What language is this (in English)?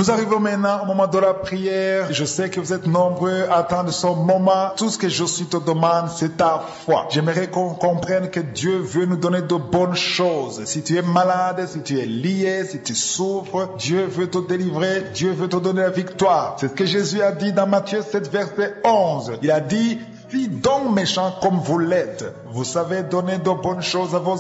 French